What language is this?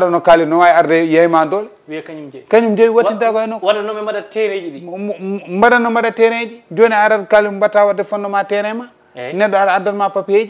Fula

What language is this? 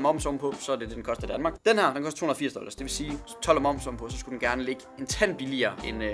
Danish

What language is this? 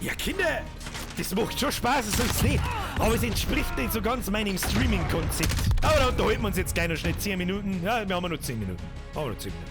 Bavarian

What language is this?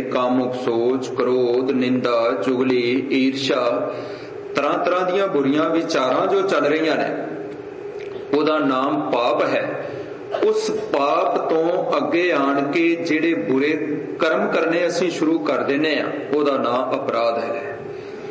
Punjabi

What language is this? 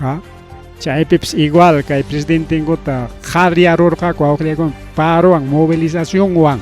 Ayacucho Quechua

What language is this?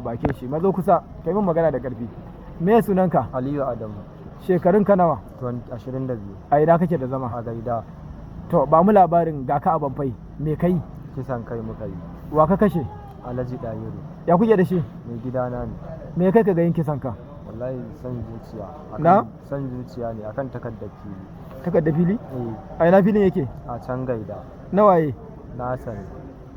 Hausa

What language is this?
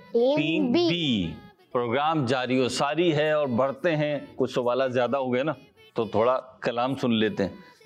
Urdu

